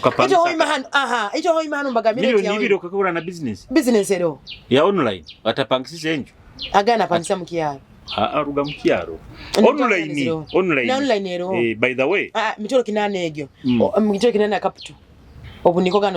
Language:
Nyoro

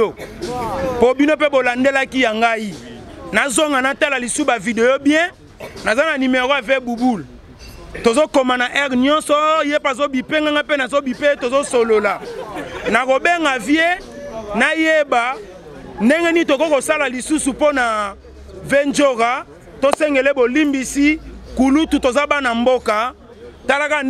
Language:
Lingala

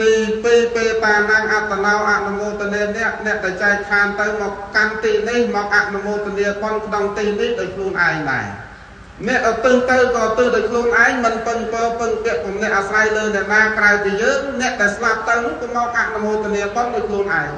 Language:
Khmer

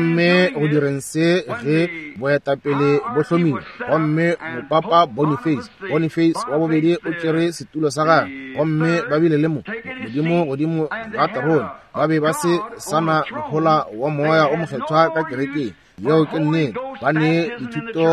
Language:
Northern Sotho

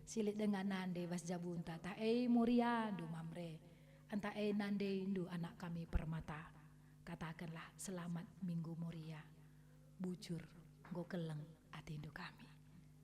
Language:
Batak Karo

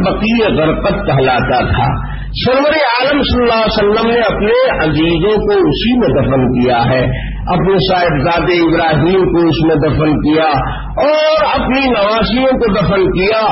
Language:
Urdu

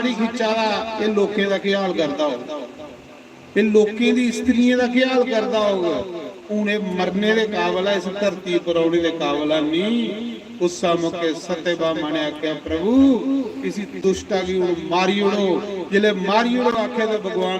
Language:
Dogri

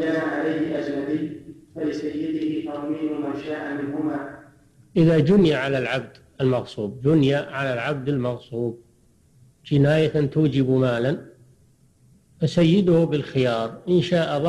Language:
Arabic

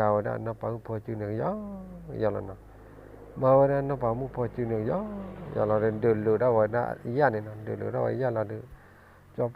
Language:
S'gaw Karen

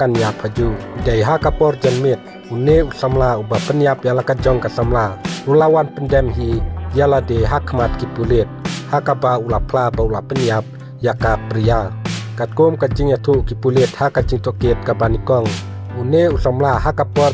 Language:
Khasi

